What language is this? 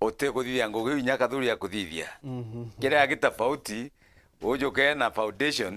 Meru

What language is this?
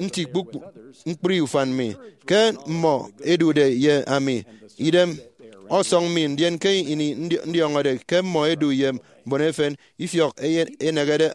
Efik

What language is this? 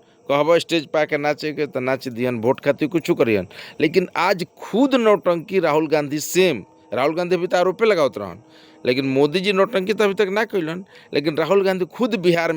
Bhojpuri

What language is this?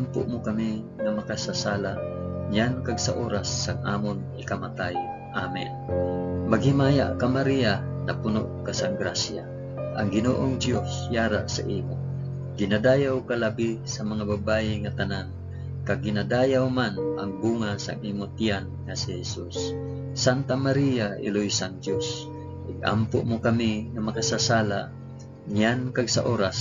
Hiligaynon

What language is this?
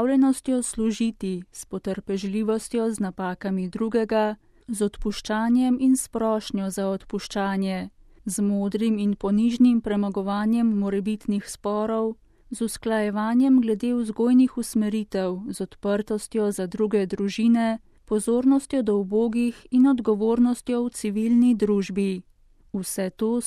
Slovenian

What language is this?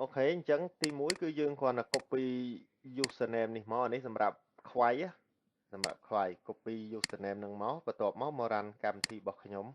Khmer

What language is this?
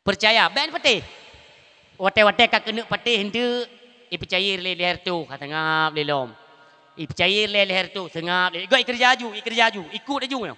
Achinese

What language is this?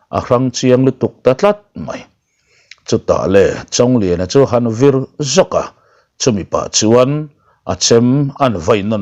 Mizo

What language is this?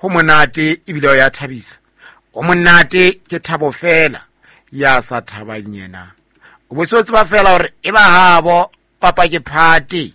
Southern Sotho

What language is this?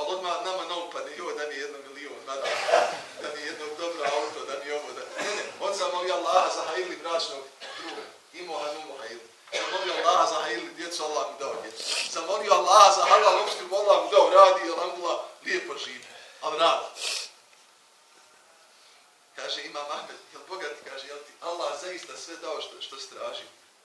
Bosnian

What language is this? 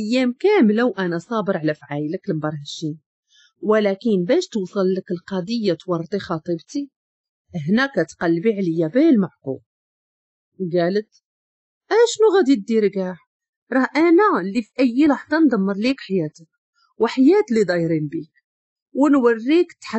Moroccan Arabic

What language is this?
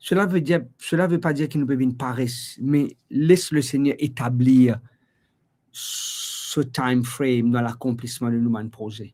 Morisyen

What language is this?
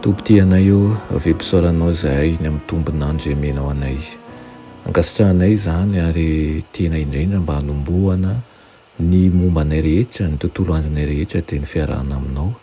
Malagasy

